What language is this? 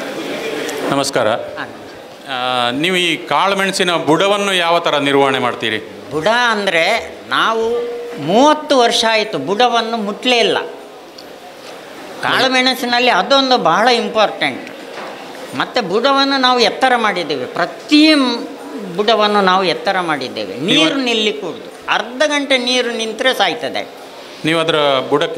Kannada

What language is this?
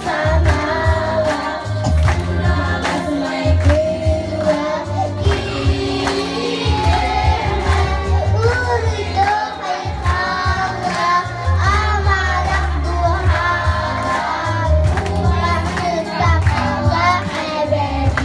Yakut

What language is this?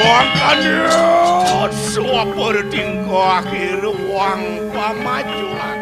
Balinese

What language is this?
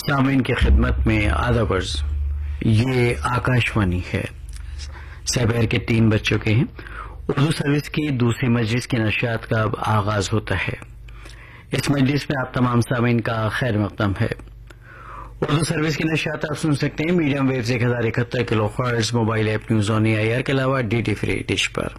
Urdu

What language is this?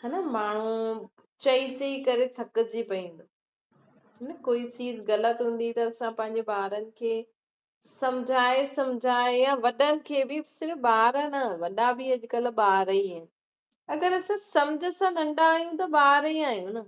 Sindhi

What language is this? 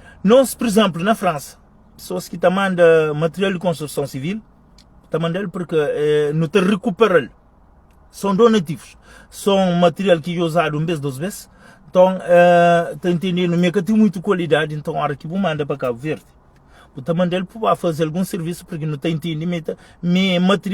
Kabuverdianu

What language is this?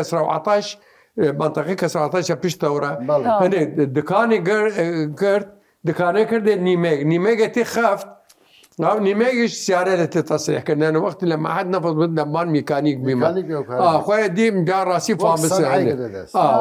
Southern Kurdish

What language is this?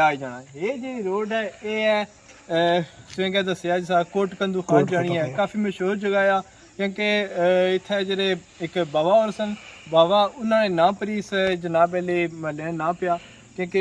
Pahari-Potwari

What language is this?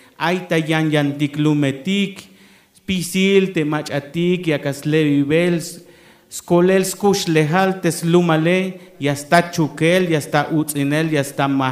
Tzeltal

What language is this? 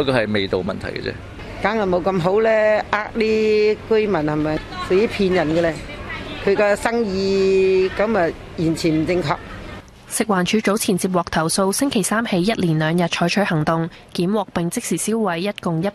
Cantonese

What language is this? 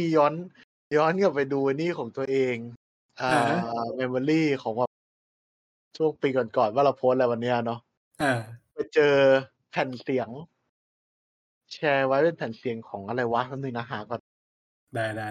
Thai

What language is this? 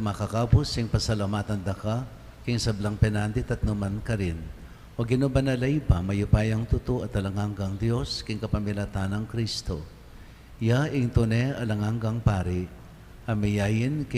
Pampanga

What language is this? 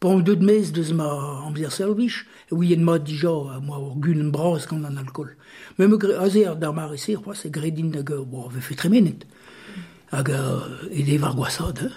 Breton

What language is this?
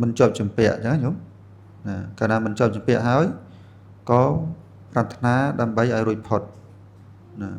Khmer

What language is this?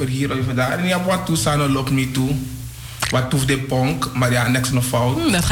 Dutch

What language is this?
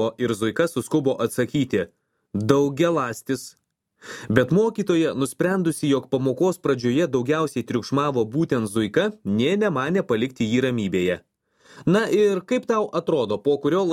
Lithuanian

